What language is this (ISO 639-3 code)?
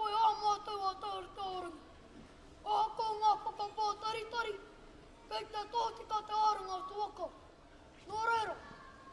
mri